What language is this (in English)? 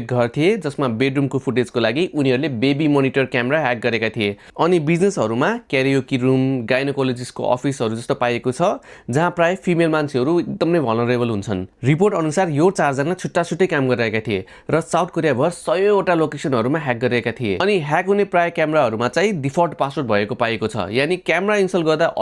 Nepali